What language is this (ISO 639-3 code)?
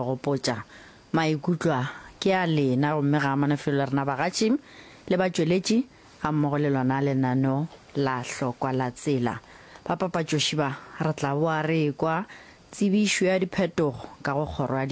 nso